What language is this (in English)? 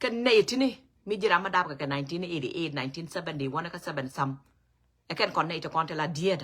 Nuer